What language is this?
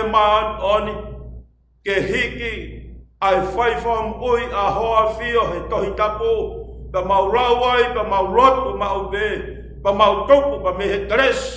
Tongan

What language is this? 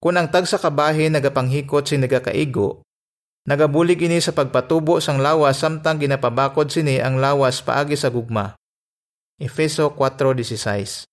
Hiligaynon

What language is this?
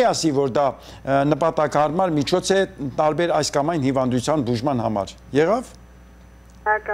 Armenian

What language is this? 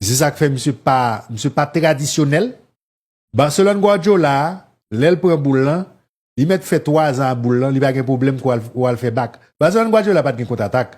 Haitian Creole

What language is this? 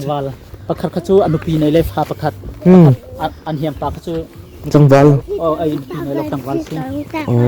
Hakha Chin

